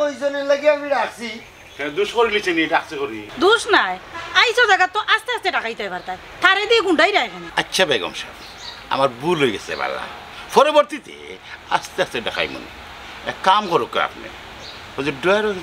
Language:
Sylheti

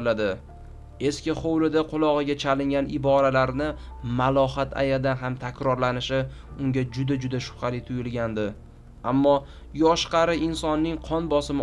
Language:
Uzbek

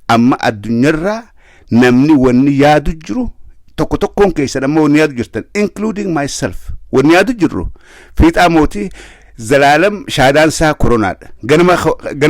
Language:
Oromo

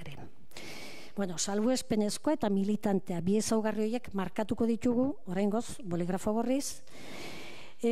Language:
Basque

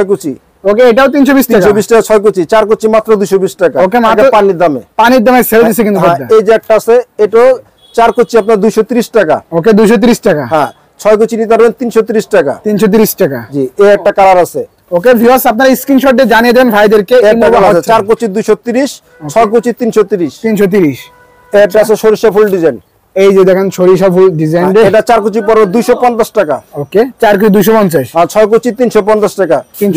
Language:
Bangla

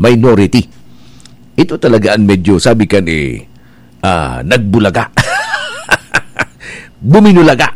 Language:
Bikol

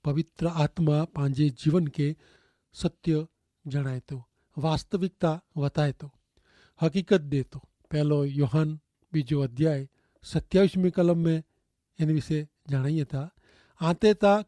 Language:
Kachhi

